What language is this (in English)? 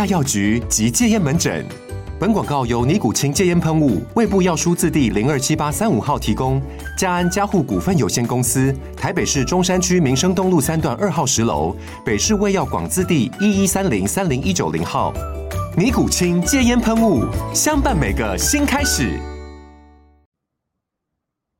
Chinese